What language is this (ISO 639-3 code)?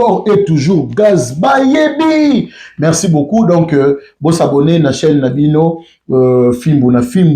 lin